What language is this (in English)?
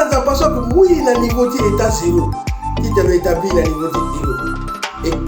Sango